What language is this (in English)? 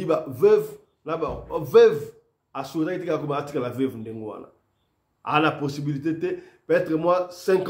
Lingala